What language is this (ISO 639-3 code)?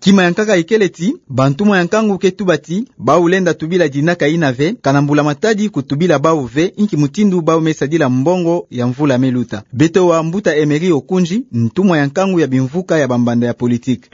ktu